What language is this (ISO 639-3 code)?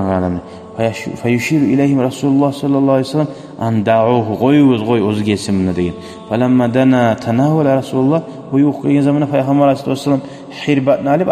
kum